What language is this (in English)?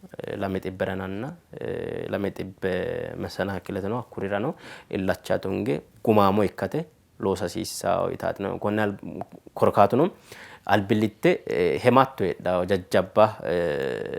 Sidamo